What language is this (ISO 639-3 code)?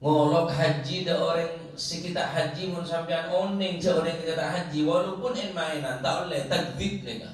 mad